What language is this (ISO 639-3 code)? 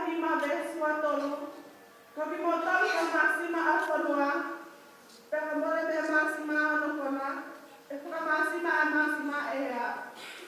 ton